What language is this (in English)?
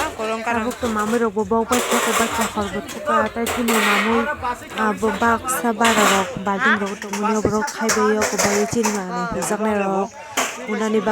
Kok Borok